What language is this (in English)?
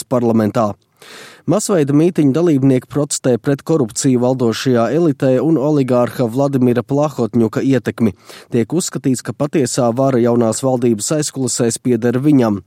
Latvian